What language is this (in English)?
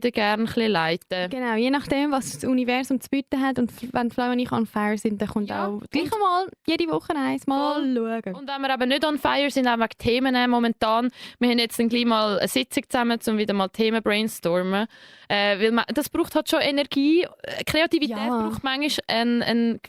Swiss German